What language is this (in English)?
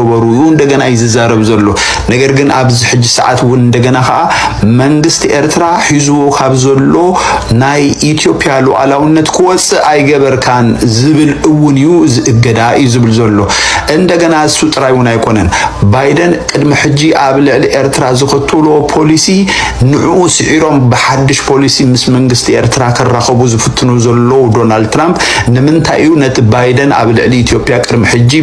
Tigrinya